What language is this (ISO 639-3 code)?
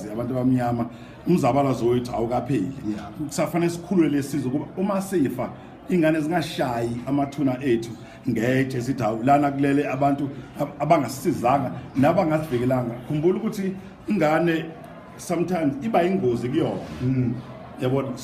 zul